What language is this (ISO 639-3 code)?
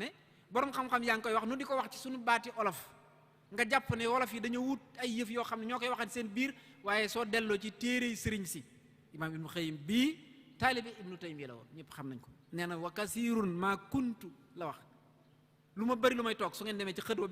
wol